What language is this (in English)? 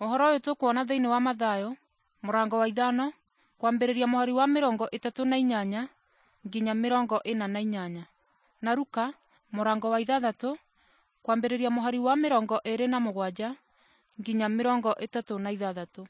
Kikuyu